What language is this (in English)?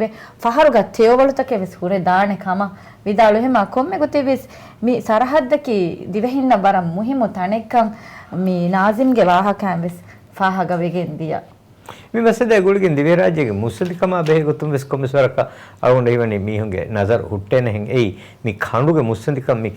Divehi